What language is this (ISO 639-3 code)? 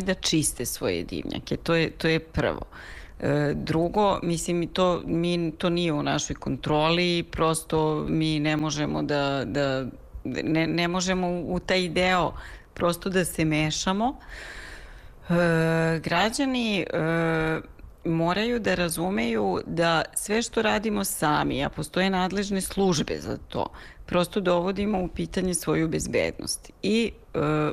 srp